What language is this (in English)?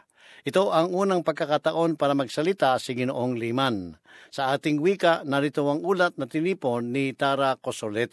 Filipino